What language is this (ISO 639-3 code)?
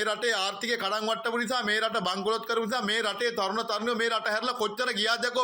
sin